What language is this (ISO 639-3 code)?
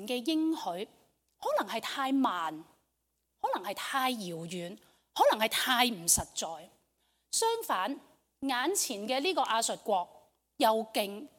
yue